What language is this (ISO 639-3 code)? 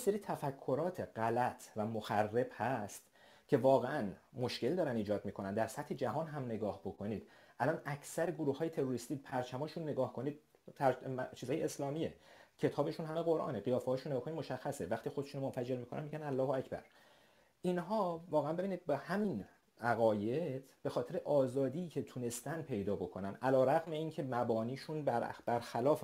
fas